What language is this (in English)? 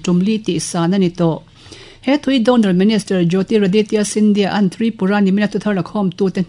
Mizo